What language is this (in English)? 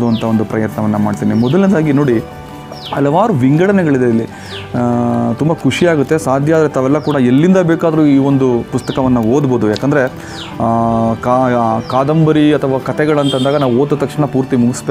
Kannada